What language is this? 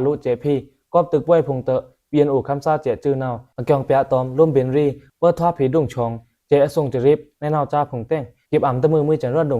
Pa'o Karen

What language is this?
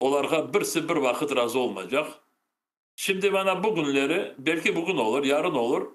Crimean Tatar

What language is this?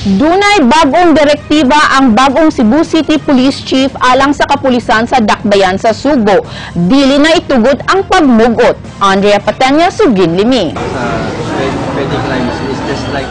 Cebuano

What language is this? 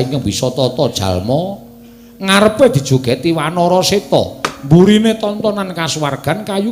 Javanese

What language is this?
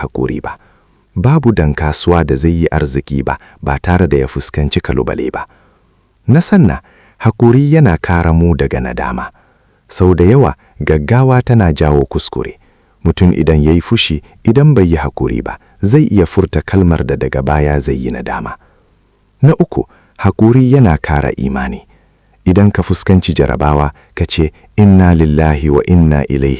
Hausa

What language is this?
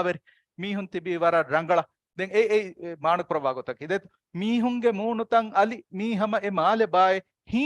Divehi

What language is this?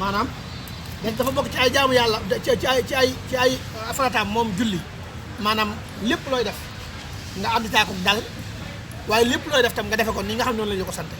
Wolof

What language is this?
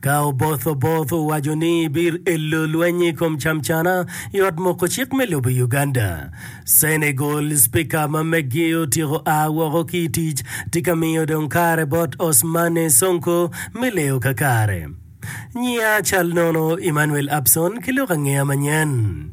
Acoli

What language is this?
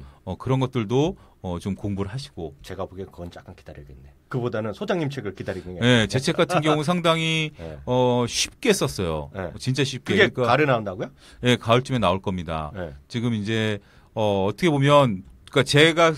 Korean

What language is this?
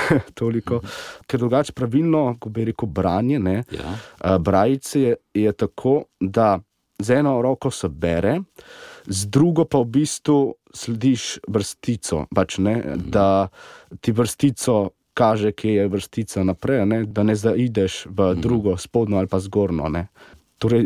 Slovenian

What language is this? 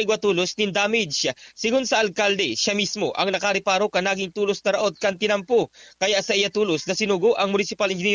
Bikol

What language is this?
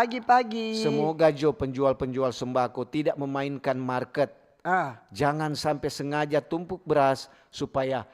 Manado Malay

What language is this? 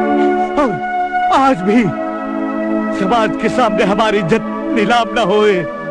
Bhojpuri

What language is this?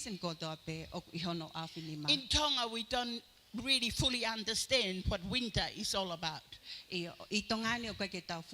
Tongan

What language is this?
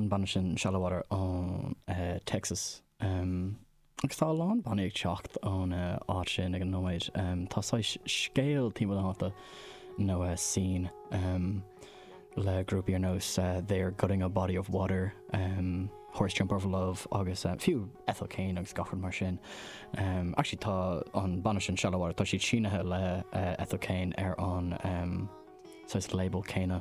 Irish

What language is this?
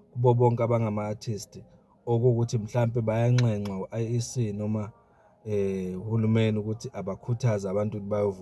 Zulu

